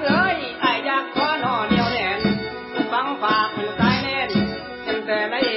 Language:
Lao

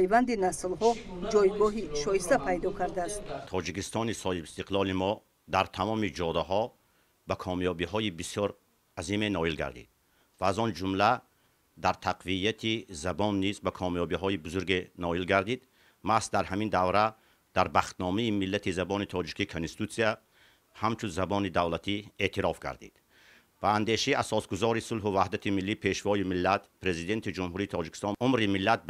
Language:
Tajik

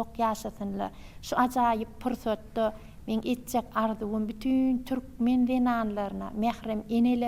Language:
Turkmen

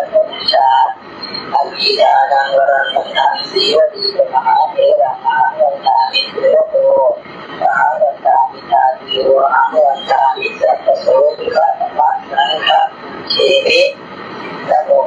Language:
Pali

